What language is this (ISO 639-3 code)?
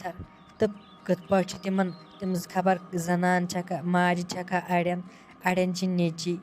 kas